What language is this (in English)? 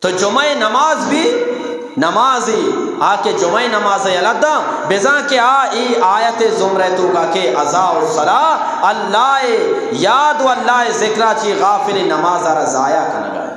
Eastern Balochi